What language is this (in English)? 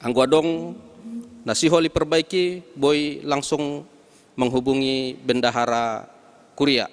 Batak Simalungun